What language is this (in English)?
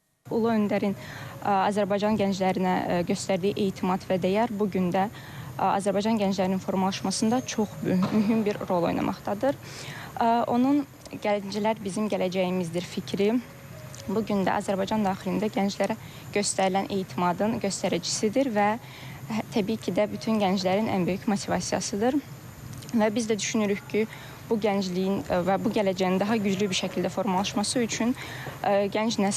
Azerbaijani